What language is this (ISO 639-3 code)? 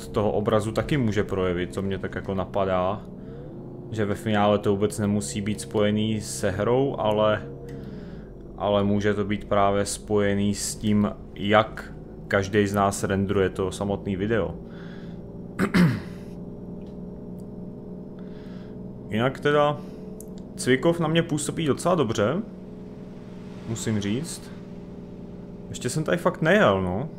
ces